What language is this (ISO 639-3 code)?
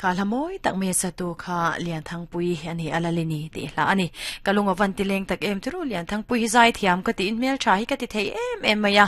lus